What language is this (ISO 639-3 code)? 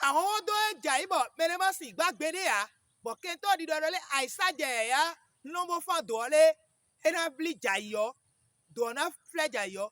fon